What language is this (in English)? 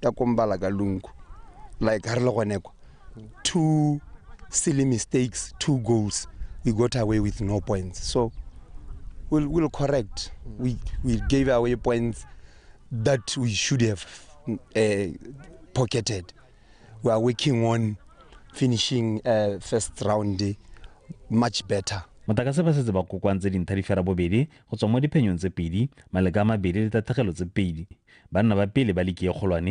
Tswana